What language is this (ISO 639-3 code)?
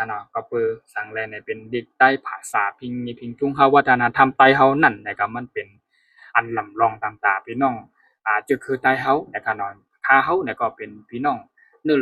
shn